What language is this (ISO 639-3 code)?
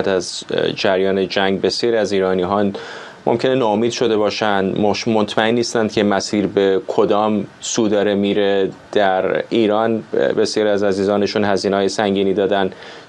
fas